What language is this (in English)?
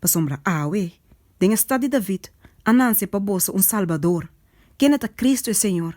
Papiamento